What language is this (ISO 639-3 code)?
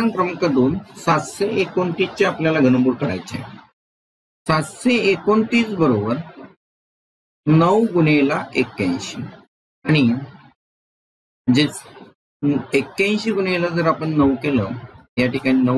mar